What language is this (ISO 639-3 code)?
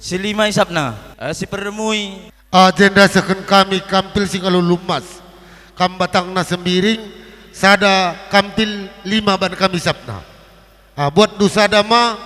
btx